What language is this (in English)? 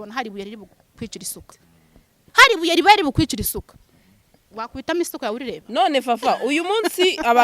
Kinyarwanda